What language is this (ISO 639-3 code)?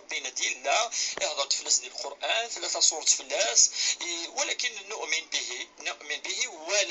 kab